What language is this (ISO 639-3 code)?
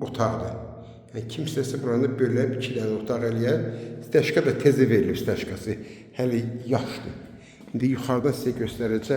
aze